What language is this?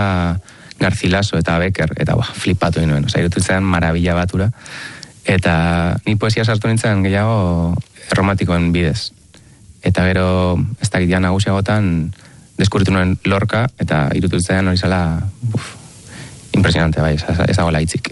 Basque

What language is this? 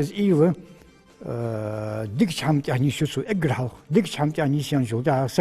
Ingush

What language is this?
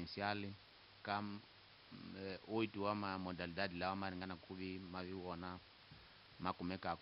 Tsonga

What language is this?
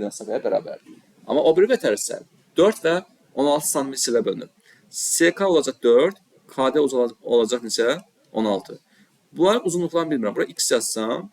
Azerbaijani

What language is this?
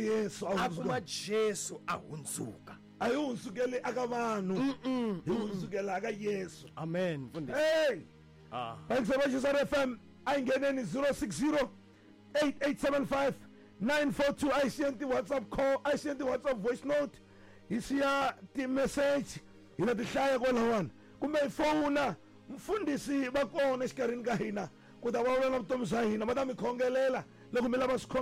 Tsonga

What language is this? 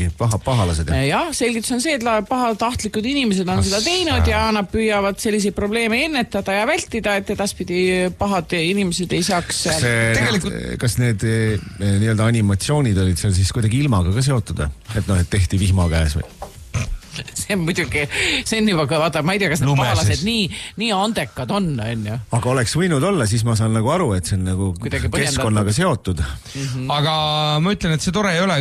Estonian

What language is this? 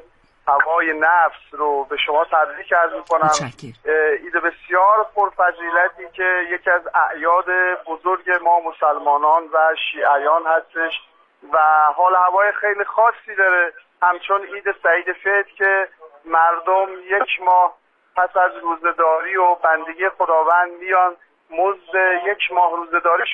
Persian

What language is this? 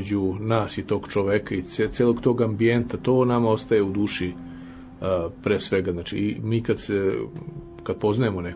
Serbian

